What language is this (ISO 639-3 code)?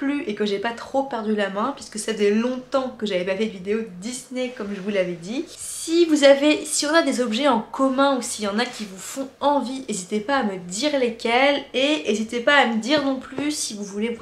fra